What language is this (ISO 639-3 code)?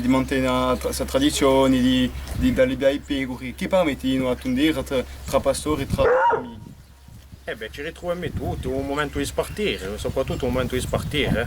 cos